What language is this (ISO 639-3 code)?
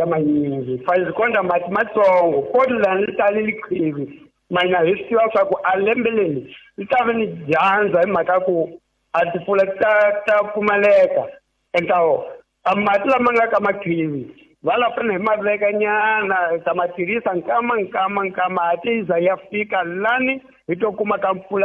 tso